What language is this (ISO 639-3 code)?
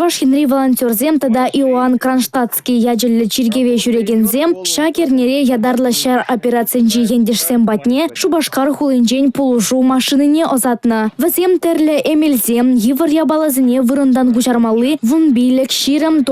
chv